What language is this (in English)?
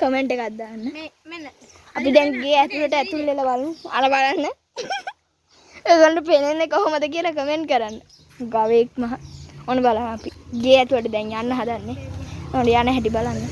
Sinhala